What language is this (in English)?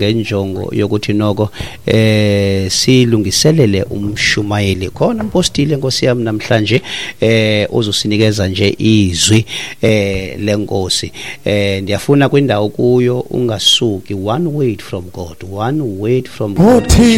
Xhosa